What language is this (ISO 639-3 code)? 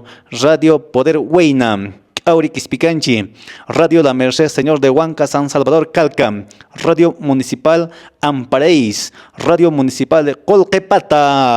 que